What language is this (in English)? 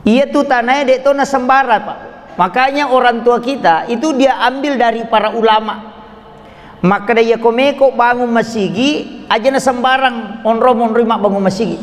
Buginese